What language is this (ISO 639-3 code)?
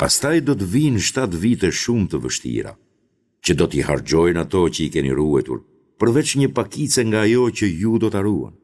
sqi